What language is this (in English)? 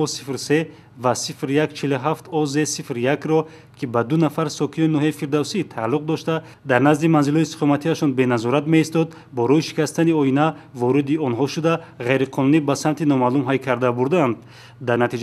Tajik